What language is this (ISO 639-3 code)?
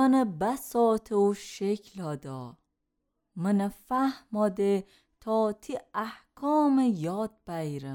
glk